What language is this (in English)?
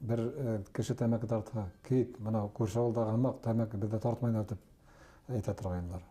Bashkir